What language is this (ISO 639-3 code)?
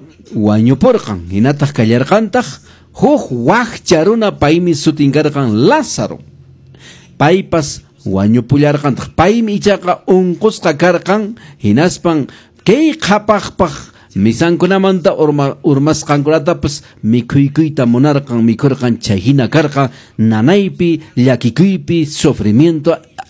que